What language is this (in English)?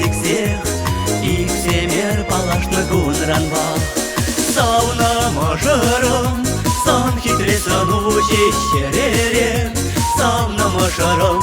Chuvash